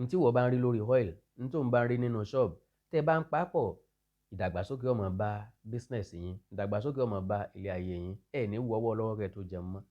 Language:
Yoruba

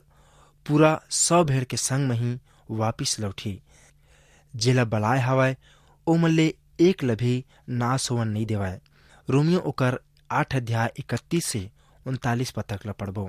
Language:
Chhattisgarhi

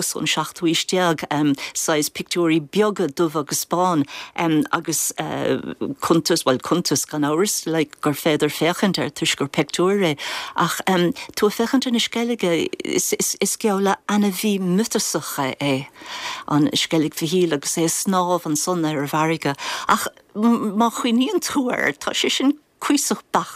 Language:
Irish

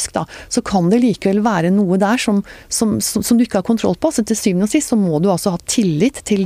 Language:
Norwegian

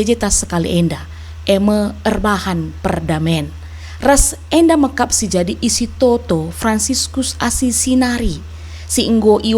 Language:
Batak Karo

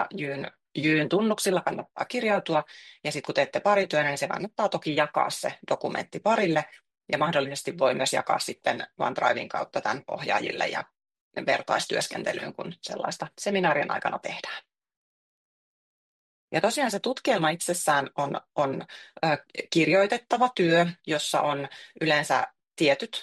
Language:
Finnish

